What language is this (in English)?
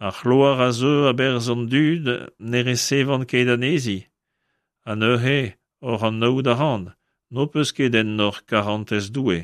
Breton